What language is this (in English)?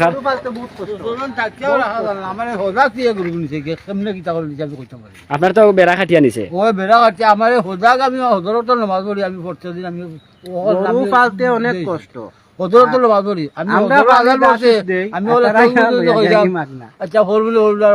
Sylheti